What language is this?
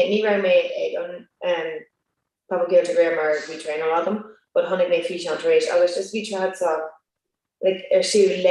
Irish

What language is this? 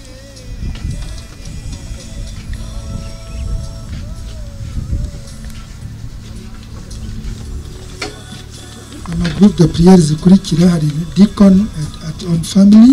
Kinyarwanda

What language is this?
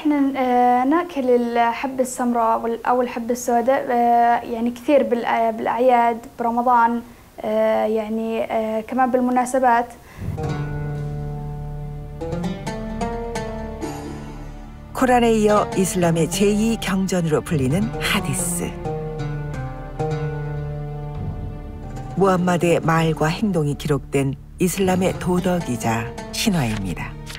Korean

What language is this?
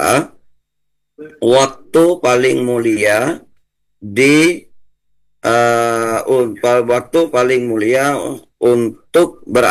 Indonesian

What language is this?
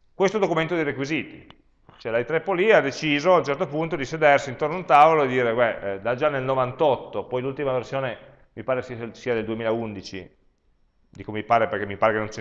Italian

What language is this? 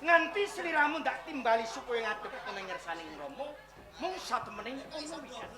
Javanese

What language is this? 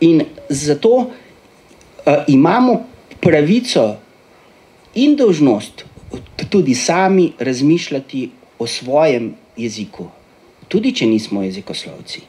Slovenian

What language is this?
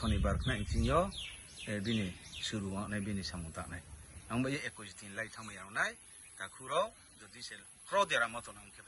Riang (India)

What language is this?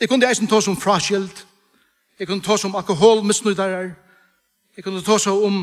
Faroese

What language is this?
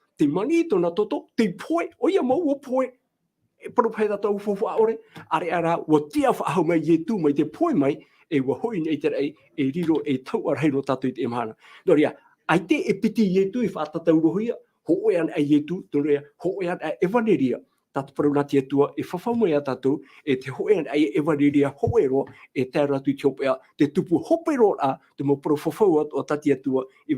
Tahitian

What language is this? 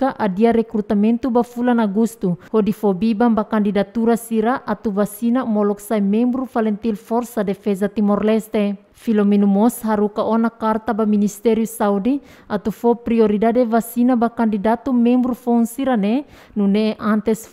Tetum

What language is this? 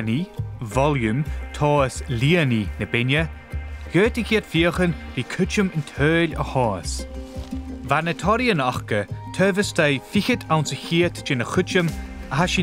Scottish Gaelic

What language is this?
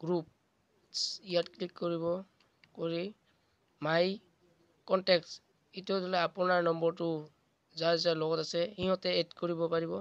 Assamese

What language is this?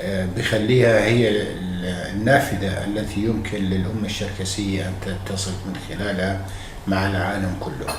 North Levantine Arabic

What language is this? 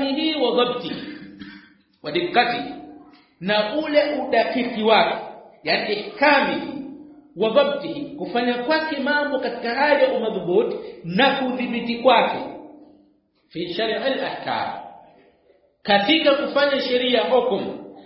Swahili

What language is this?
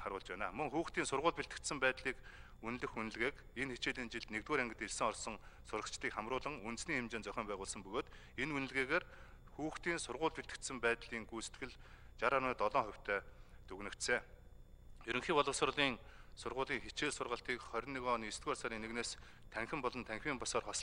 Mongolian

